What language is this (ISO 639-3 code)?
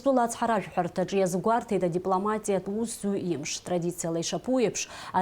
abk